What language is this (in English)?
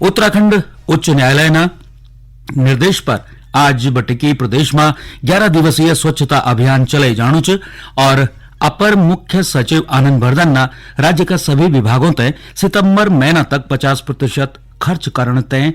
Garhwali